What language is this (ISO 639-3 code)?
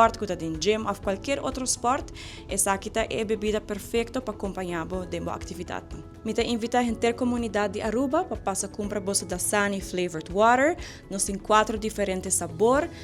pap